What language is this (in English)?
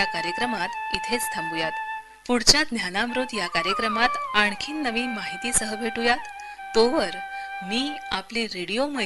Marathi